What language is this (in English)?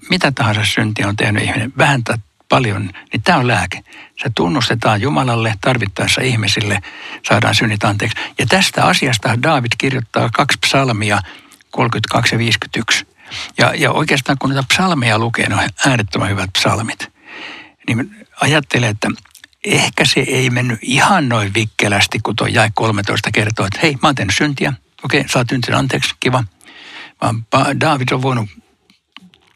Finnish